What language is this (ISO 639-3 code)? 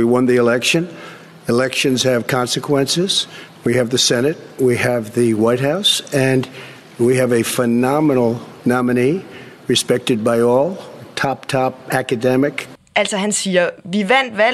dan